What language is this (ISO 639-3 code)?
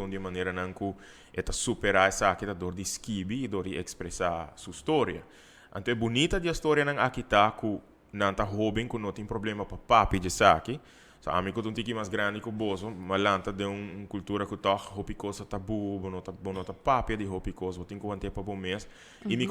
pap